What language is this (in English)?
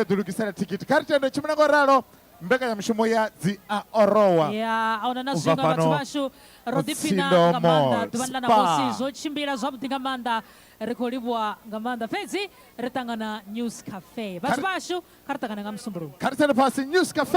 Venda